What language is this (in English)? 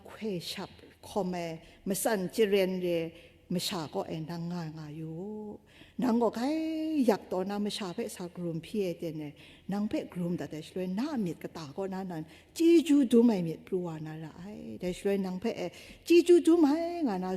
Kachin